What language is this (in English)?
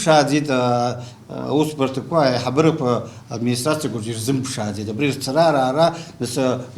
Abkhazian